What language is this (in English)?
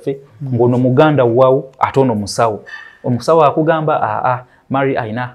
Ganda